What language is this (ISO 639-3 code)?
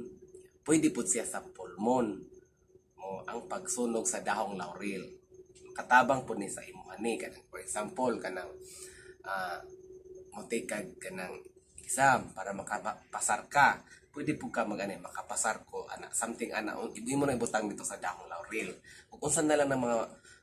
ceb